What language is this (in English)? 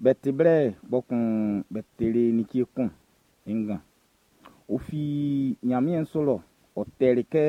Baoulé